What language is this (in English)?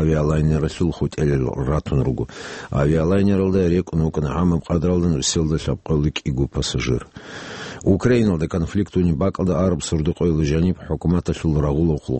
Avaric